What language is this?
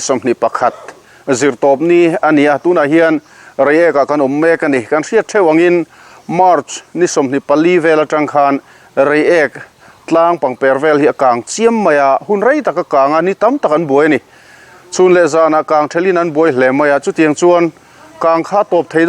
Mizo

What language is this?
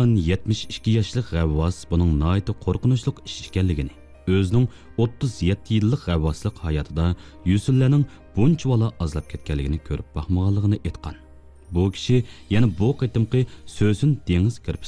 Uyghur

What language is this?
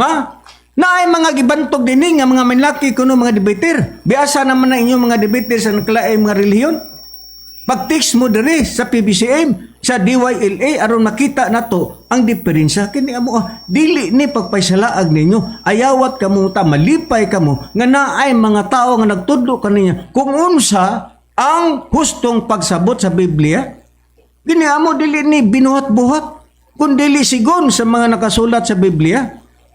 Cebuano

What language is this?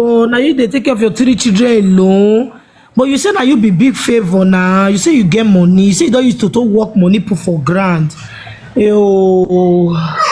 Nigerian Pidgin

